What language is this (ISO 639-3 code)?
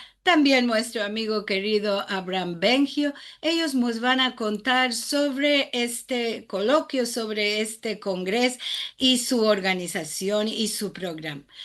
lad